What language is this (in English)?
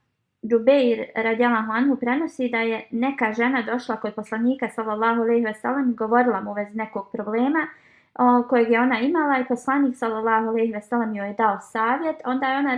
Bosnian